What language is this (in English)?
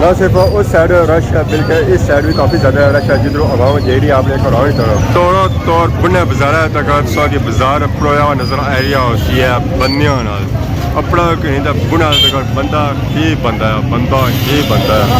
Pahari-Potwari